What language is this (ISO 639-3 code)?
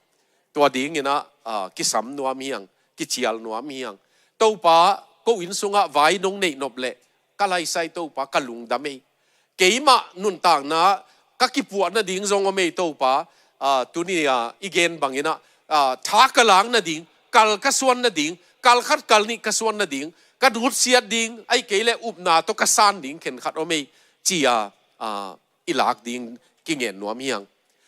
ctd